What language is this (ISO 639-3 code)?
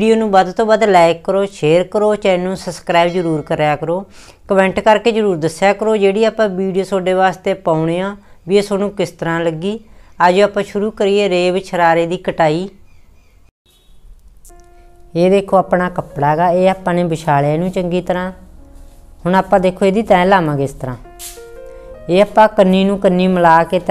pan